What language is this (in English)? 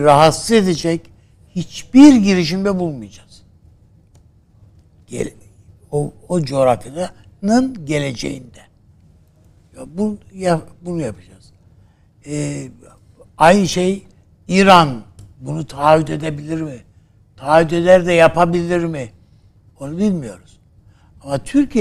Turkish